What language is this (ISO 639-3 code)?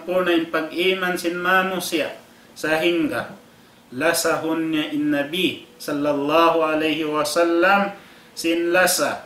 tsg